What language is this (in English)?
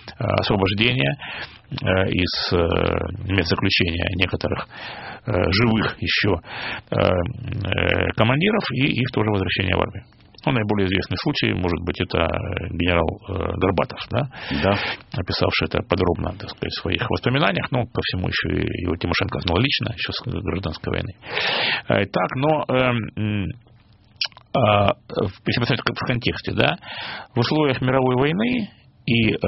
Russian